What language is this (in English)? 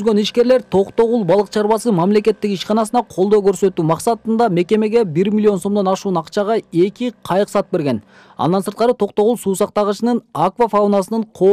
Kyrgyz